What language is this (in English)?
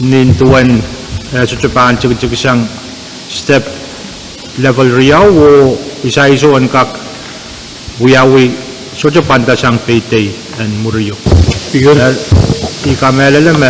Pohnpeian